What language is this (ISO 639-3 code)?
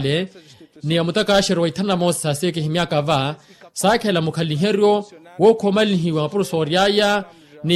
vmw